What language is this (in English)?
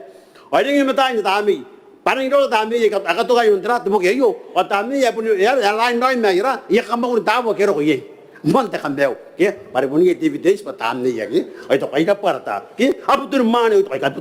Gilbertese